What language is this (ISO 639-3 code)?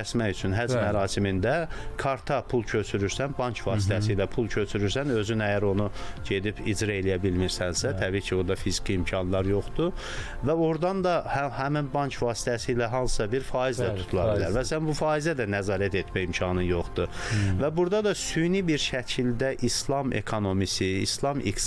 aze